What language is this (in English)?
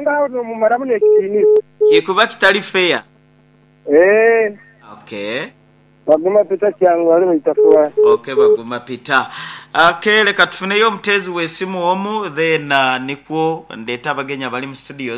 Nyoro